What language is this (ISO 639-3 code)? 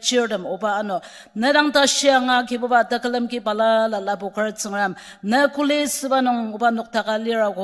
njo